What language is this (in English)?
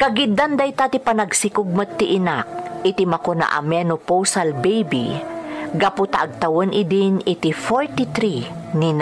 Iloko